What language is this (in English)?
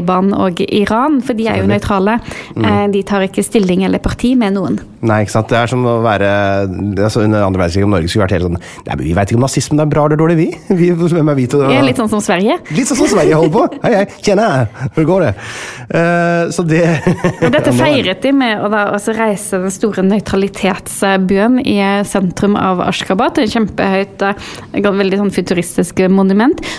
Norwegian